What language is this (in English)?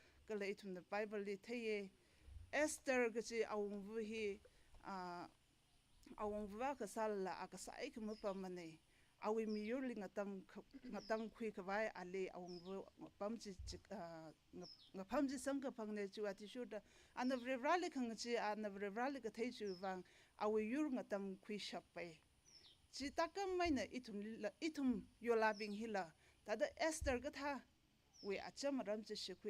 Tangkhul Naga (India)